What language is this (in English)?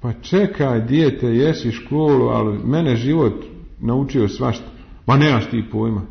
Bosnian